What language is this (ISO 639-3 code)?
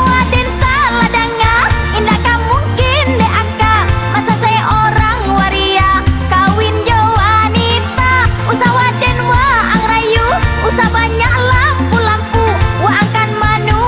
min